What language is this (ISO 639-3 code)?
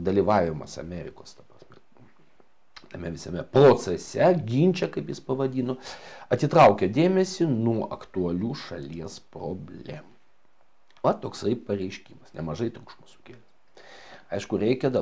lit